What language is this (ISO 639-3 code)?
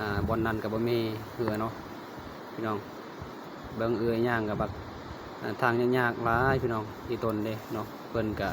lao